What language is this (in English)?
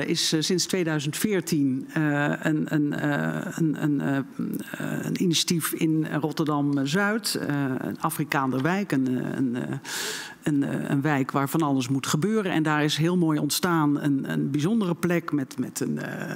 Dutch